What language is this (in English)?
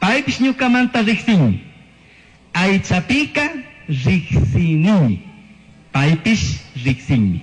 Chimborazo Highland Quichua